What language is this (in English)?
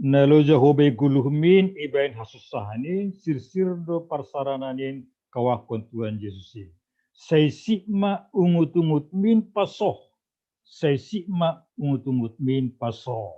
Batak Simalungun